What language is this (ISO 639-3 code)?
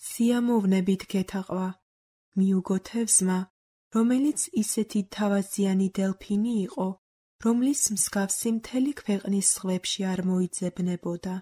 kat